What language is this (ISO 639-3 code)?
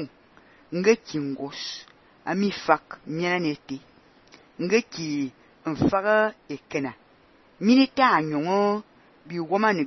fan